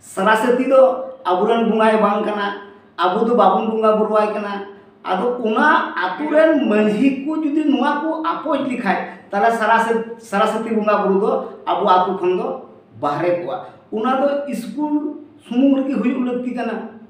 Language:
Santali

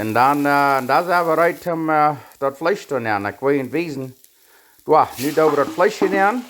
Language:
Plautdietsch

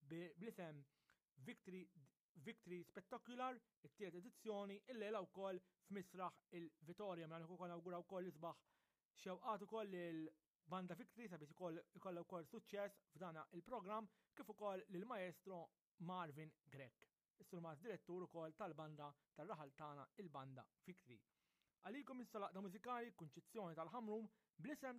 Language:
Maltese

